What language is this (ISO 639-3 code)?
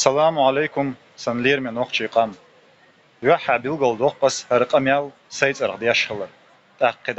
che